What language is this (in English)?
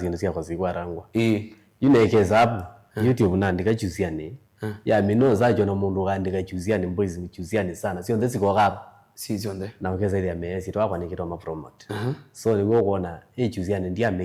Kamba